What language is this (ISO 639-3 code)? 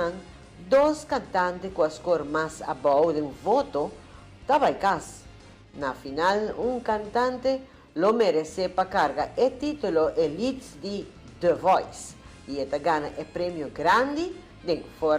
pap